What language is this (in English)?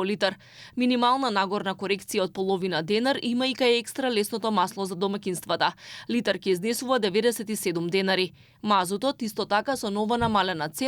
Macedonian